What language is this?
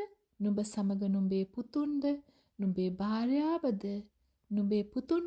Sinhala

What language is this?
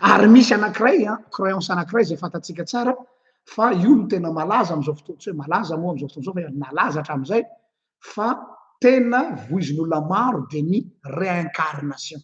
Malagasy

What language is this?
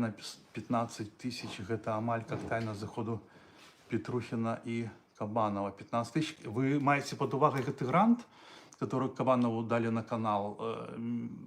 Belarusian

